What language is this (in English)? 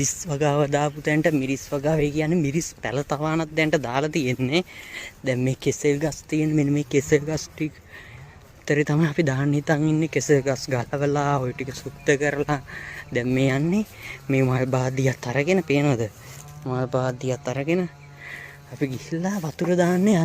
Sinhala